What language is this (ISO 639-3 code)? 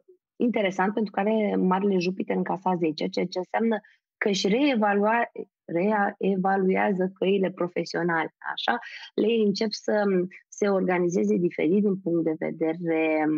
ron